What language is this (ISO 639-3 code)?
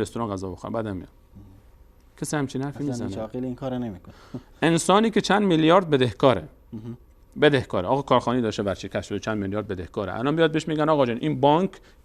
fas